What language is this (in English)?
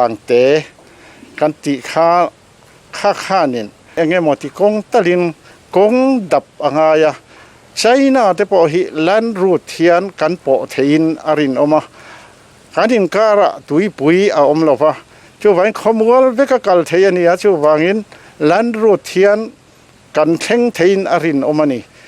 Mizo